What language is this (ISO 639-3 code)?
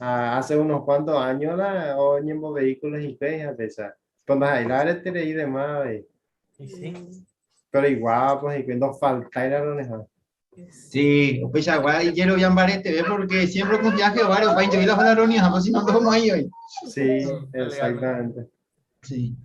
grn